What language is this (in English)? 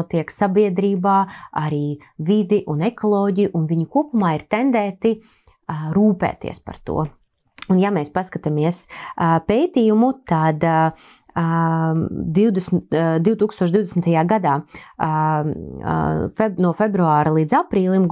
Latvian